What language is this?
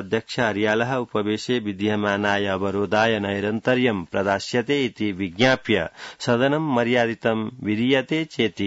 Sanskrit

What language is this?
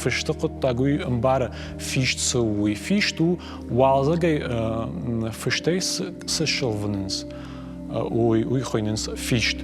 Ossetic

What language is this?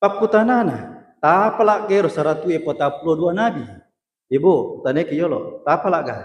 Buginese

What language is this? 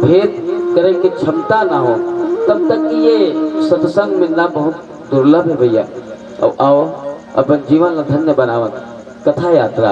Chhattisgarhi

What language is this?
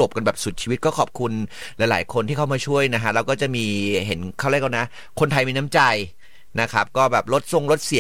Thai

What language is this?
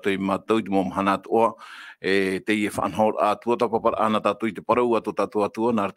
Tahitian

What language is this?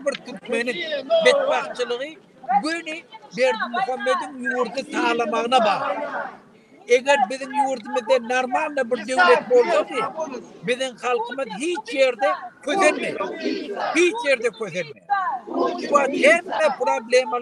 Turkmen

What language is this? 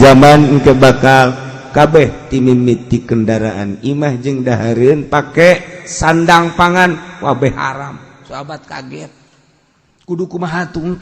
Sundanese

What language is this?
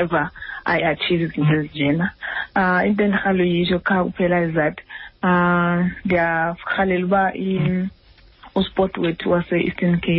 Xhosa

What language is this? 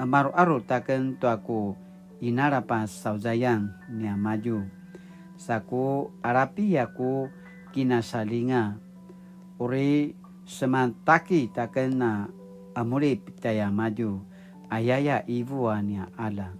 Paiwan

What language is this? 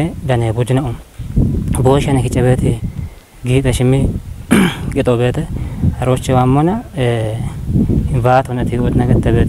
Kafa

